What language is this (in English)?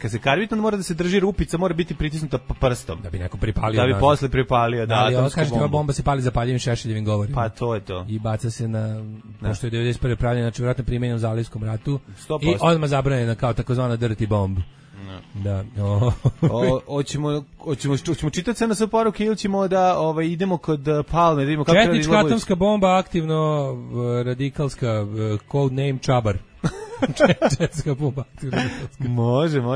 Serbian